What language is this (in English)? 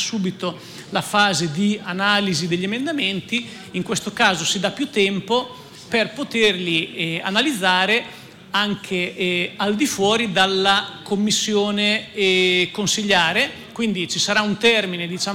Italian